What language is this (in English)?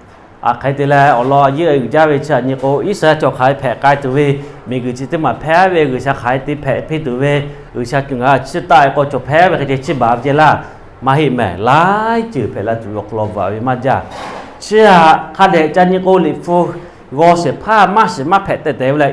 Lahu